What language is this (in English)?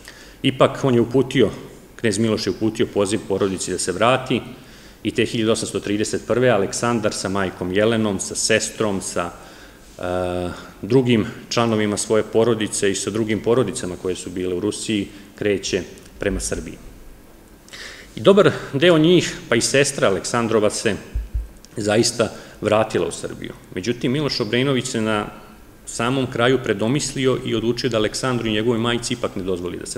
Serbian